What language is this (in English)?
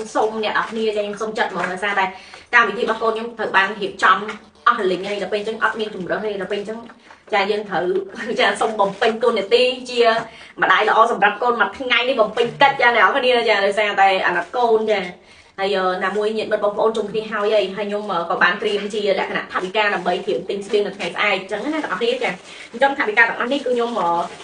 Khmer